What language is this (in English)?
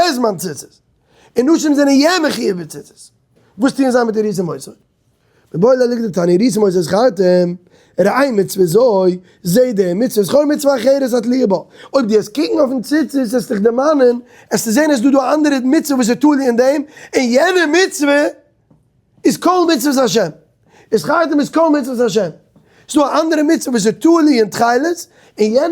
Yiddish